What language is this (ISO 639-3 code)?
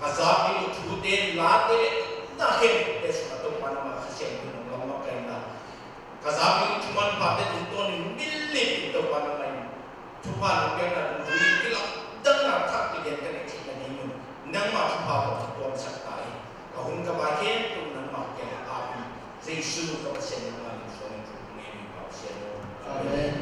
ctd